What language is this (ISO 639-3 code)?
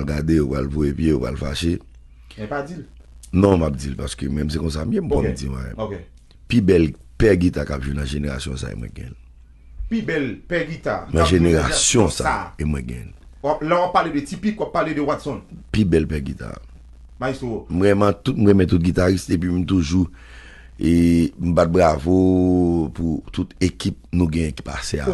hat